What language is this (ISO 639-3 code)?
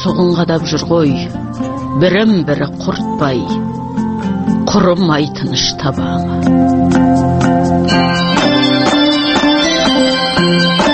kaz